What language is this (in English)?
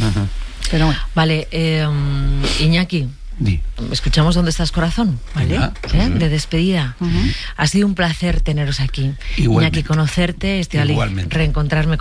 Spanish